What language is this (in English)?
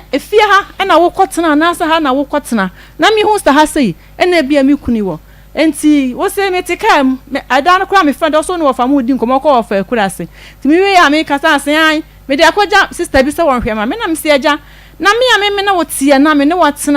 Akan